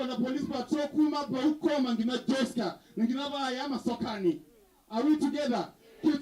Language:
Kamba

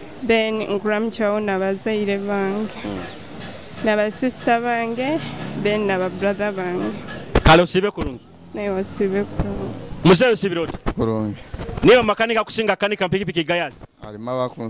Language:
Nyoro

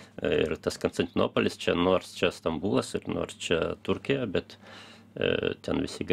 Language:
Lithuanian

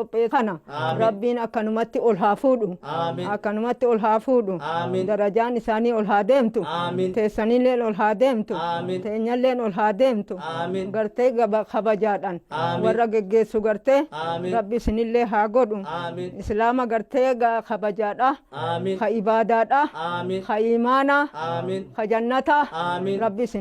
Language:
Oromo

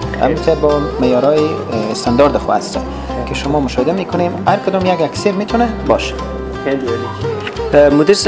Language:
Persian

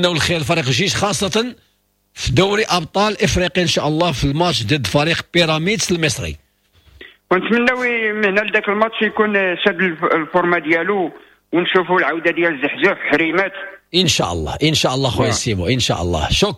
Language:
Moroccan Arabic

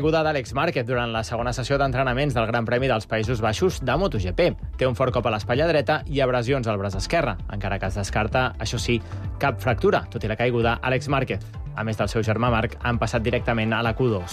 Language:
Catalan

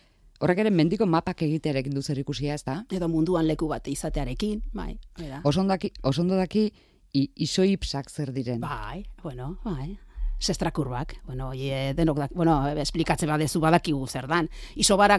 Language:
Basque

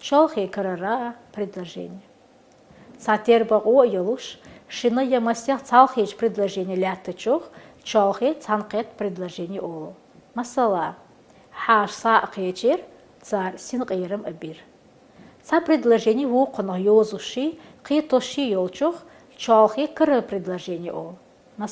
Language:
Chechen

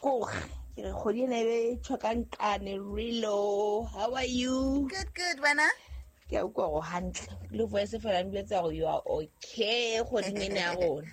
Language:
Southern Sotho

